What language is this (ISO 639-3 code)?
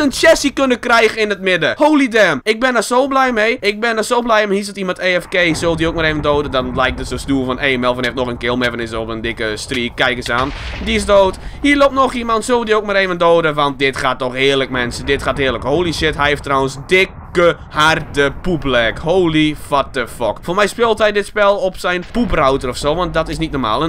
nld